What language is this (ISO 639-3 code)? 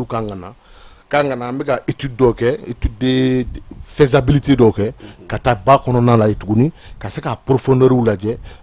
bam